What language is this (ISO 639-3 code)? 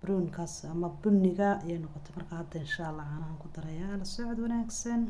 som